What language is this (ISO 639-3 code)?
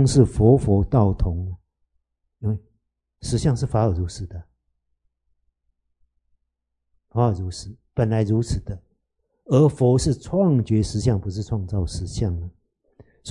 zho